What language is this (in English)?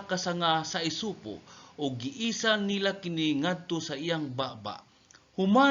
Cebuano